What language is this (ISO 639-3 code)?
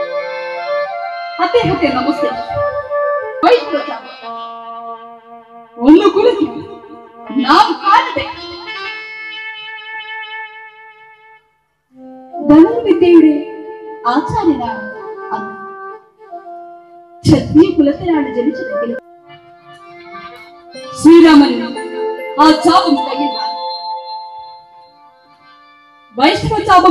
mal